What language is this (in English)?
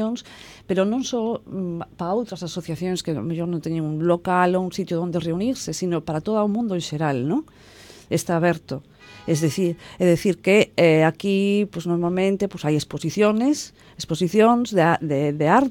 Galician